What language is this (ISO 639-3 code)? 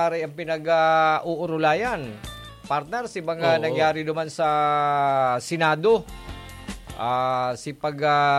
bik